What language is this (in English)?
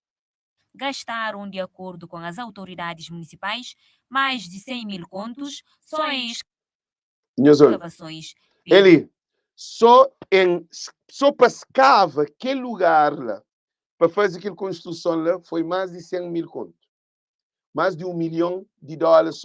Kabuverdianu